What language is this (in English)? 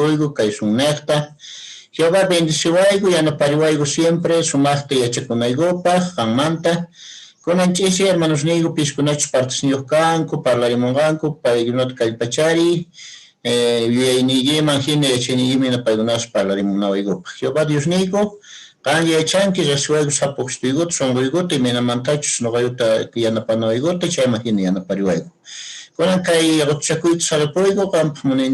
Quechua